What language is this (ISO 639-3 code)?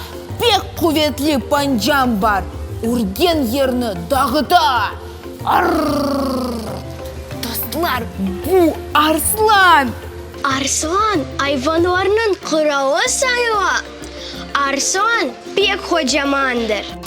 crh